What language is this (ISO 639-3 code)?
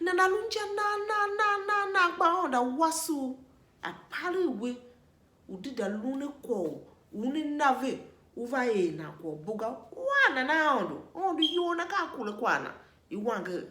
tiv